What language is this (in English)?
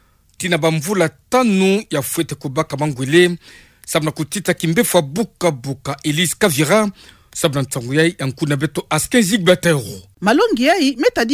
Kituba (Democratic Republic of Congo)